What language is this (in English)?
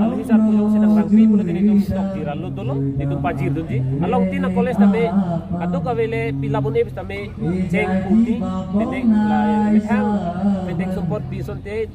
Karbi